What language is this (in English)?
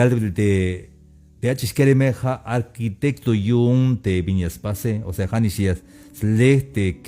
Tzeltal